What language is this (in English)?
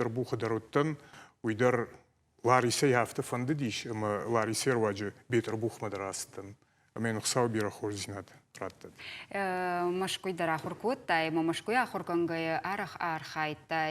Ossetic